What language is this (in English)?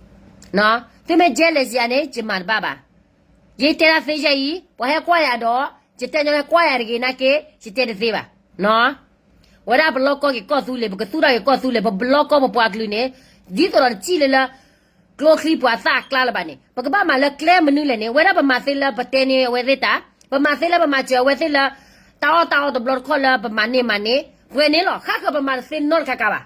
S'gaw Karen